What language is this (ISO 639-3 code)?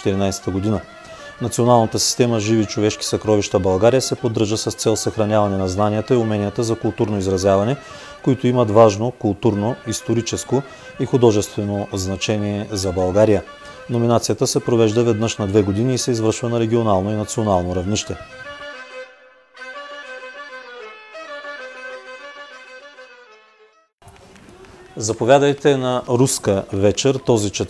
bul